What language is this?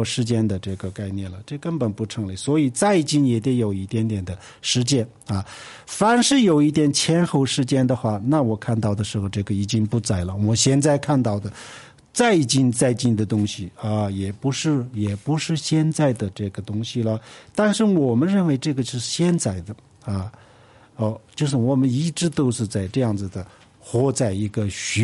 Chinese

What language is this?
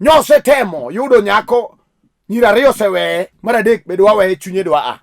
Luo (Kenya and Tanzania)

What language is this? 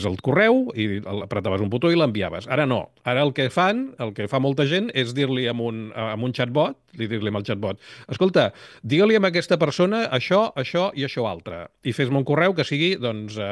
Catalan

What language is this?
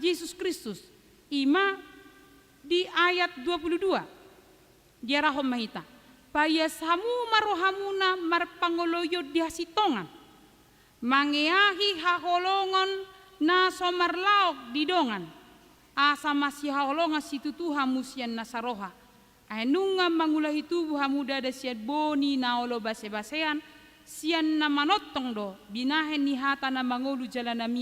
Batak Toba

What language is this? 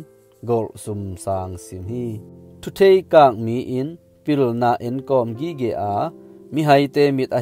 Tedim Chin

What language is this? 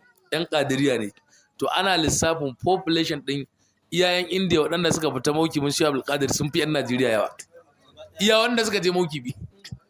Hausa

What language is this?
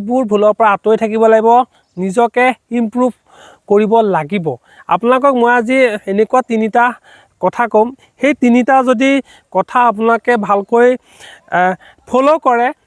Assamese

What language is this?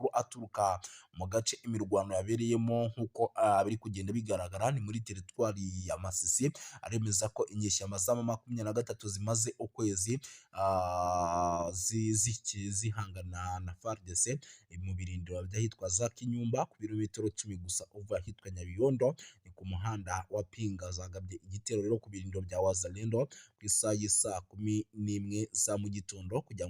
Kinyarwanda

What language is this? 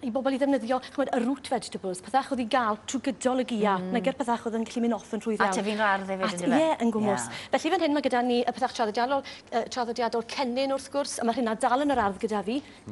Welsh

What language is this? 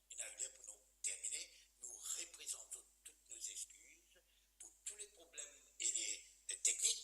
Morisyen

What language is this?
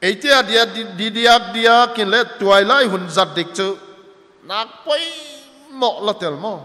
Paite Chin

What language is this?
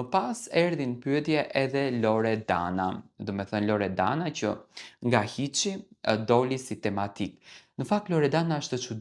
Albanian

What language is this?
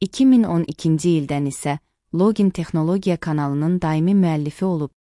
Azerbaijani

